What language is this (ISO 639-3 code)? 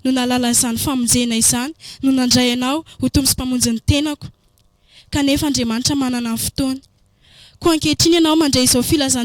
mlg